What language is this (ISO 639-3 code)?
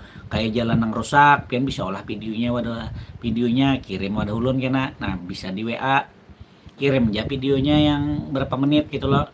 bjn